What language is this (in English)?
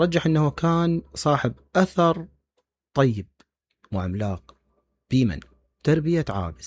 Mesopotamian Arabic